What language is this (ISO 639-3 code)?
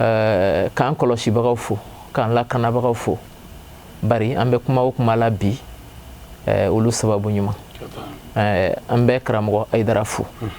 bam